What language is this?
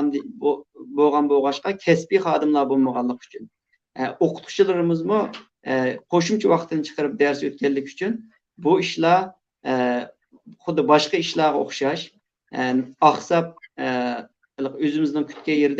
Uyghur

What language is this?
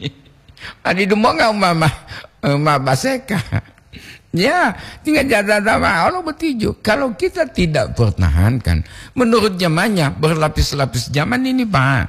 Gorontalo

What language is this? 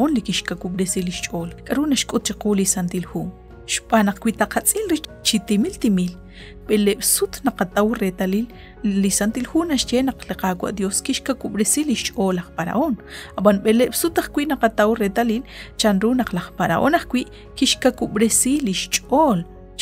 Kekchí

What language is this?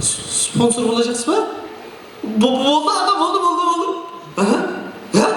Kara-Kalpak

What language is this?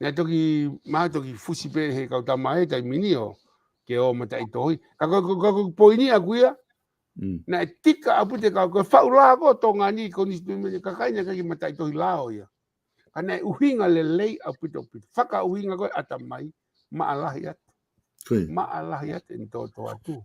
Tongan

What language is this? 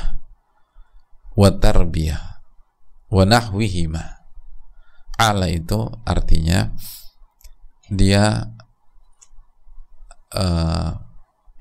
Indonesian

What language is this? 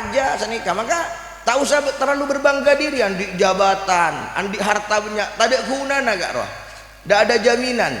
Madurese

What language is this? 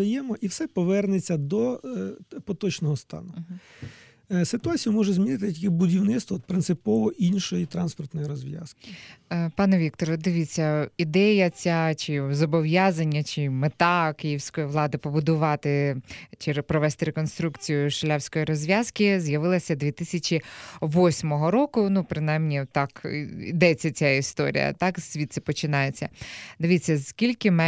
Ukrainian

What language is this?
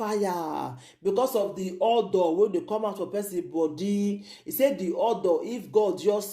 Nigerian Pidgin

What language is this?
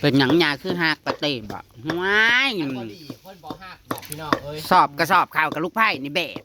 Northeastern Thai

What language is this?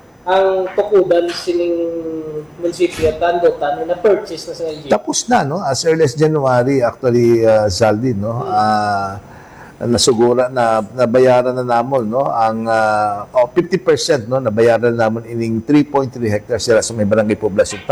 Hiligaynon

